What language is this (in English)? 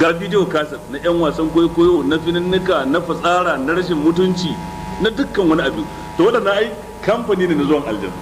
Hausa